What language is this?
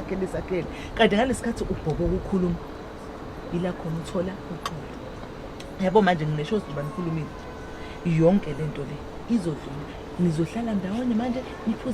Zulu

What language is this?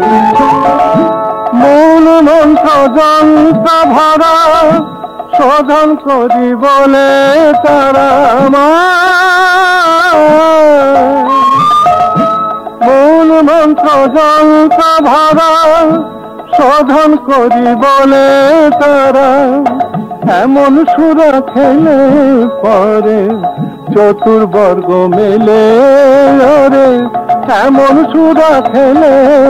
Bangla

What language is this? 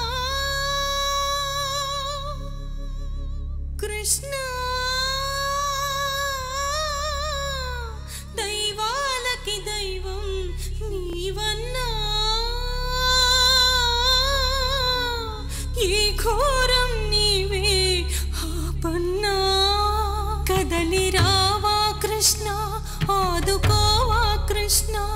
Telugu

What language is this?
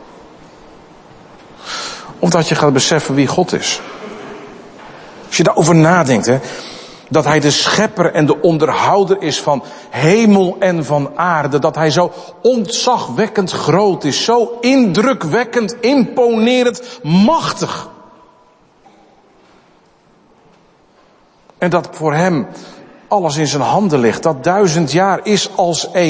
Dutch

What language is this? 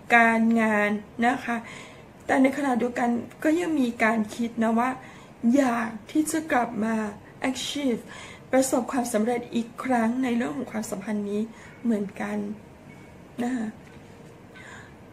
Thai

